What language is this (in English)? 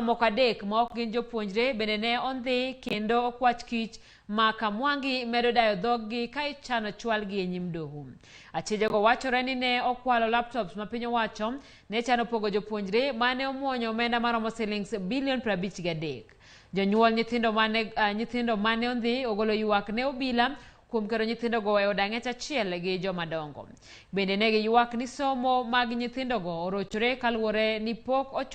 Luo (Kenya and Tanzania)